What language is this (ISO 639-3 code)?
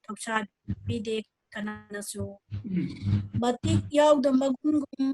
mni